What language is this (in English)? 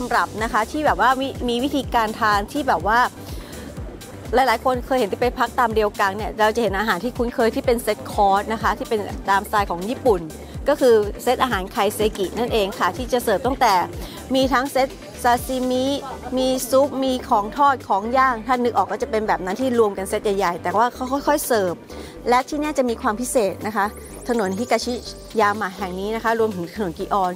Thai